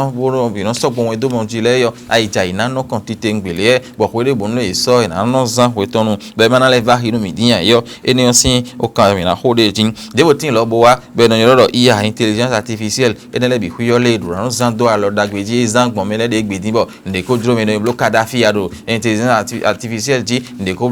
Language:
Fon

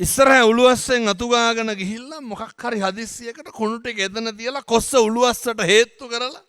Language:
Sinhala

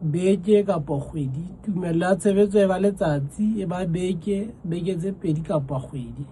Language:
Southern Sotho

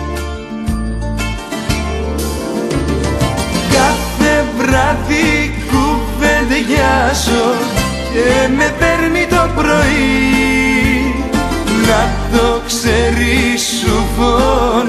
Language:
Greek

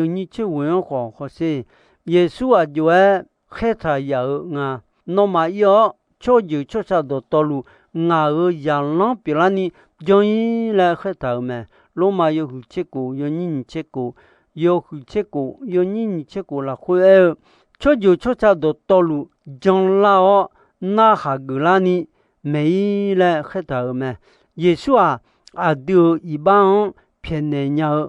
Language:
Akha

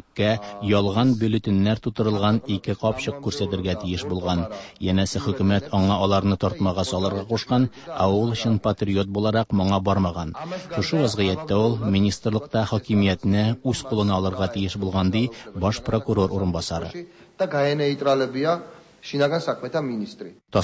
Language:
Tatar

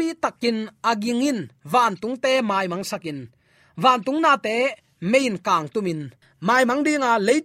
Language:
Tedim Chin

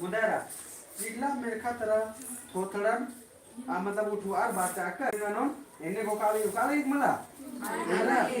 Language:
Kurukh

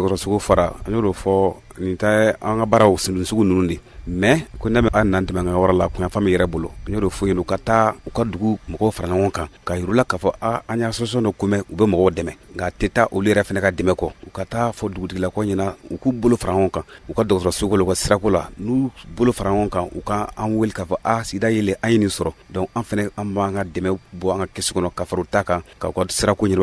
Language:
Bambara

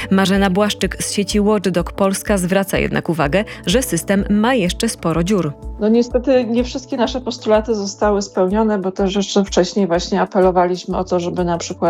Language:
Polish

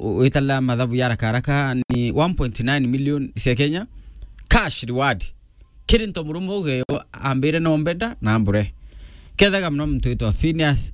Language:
Meru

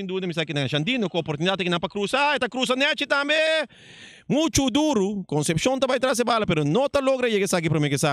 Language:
Papiamento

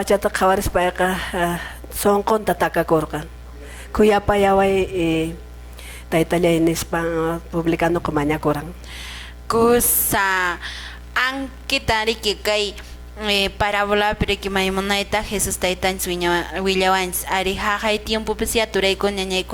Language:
Quechua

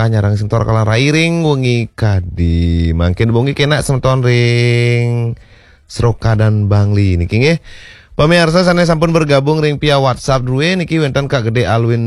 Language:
Balinese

